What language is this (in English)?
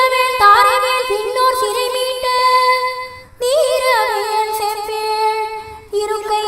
Tamil